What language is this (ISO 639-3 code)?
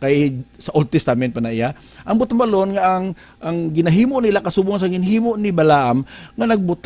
hil